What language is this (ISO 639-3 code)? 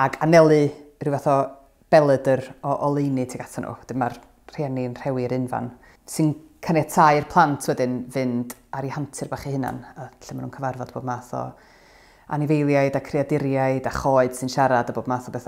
cym